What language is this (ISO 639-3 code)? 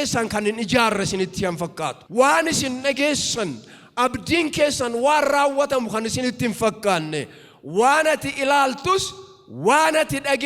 orm